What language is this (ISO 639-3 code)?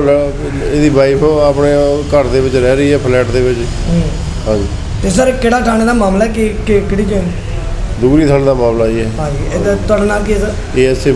pan